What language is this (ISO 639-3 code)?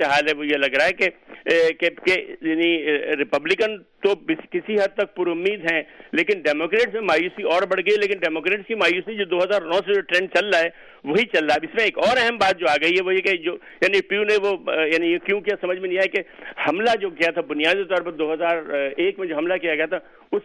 urd